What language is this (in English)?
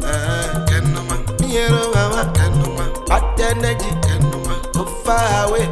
Urhobo